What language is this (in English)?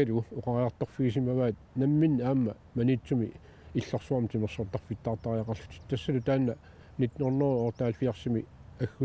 Kalaallisut